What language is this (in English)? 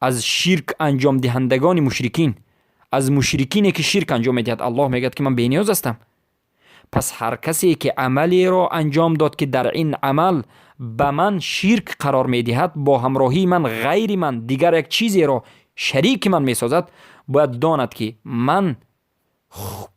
Persian